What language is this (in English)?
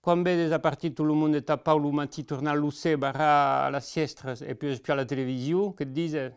Occitan